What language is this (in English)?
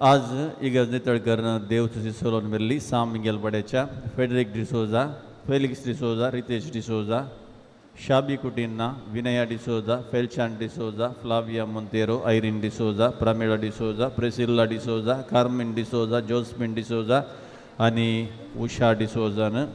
Konkani